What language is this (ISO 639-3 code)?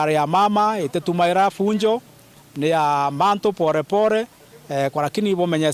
mer